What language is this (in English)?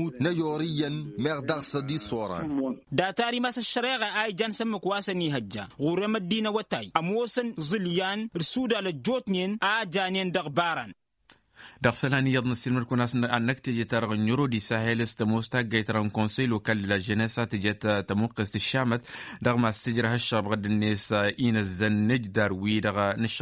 Tamasheq